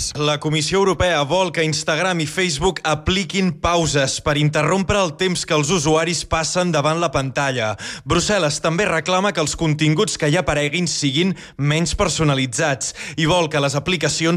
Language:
Catalan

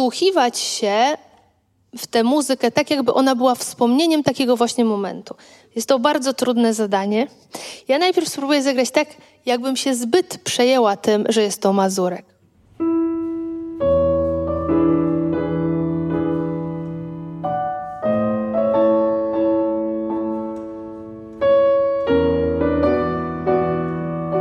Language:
Polish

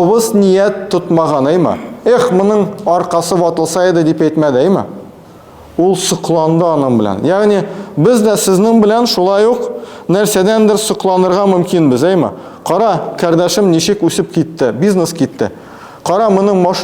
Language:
Tatar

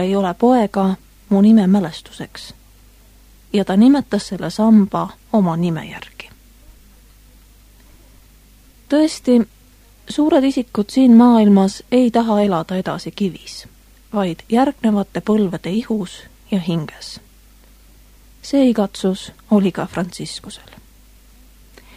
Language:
Estonian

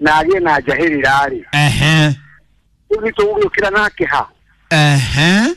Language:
Kikuyu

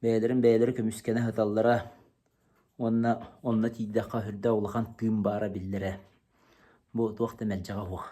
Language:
Yakut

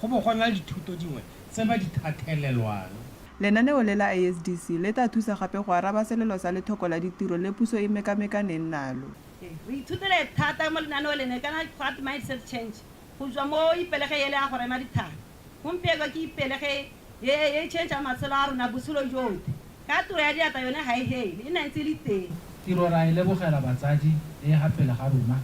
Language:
Tswana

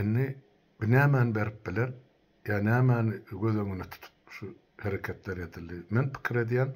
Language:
Turkmen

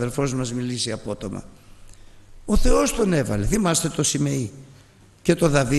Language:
Greek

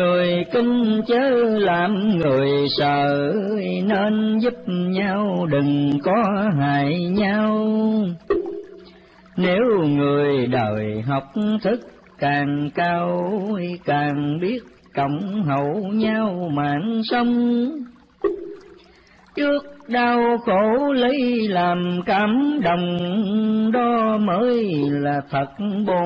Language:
Vietnamese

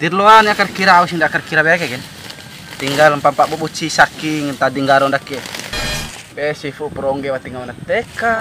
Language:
Bima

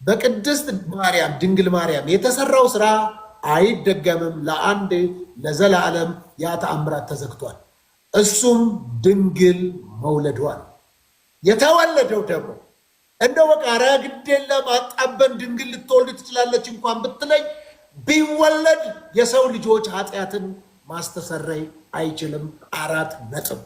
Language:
Amharic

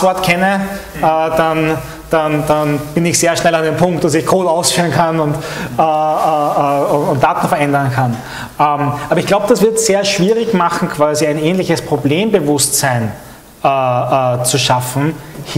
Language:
German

